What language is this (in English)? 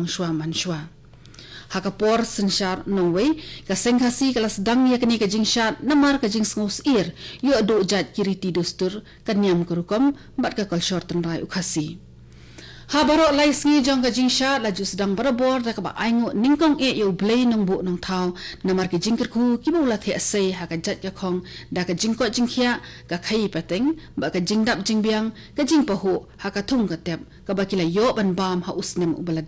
Khasi